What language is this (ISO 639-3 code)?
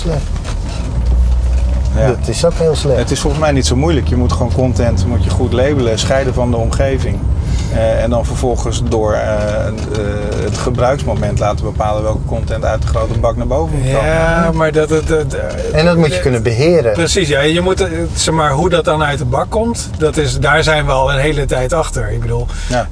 nld